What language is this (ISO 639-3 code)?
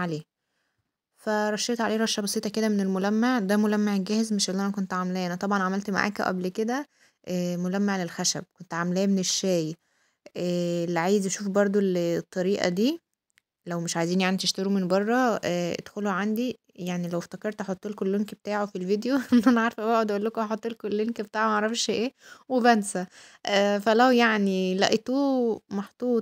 arz